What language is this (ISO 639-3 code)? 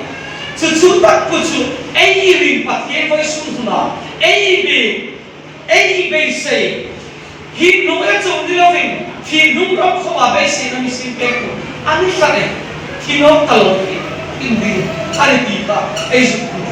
hmr